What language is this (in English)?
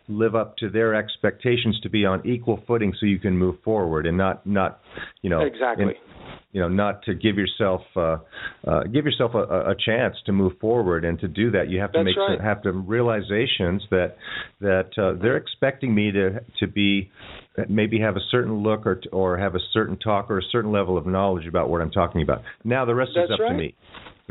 English